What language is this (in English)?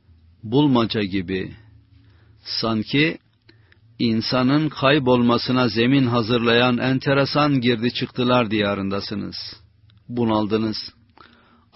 Turkish